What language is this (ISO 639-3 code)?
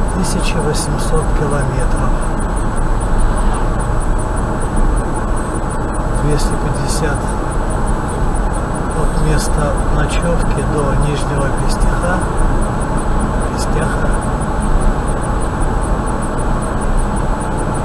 rus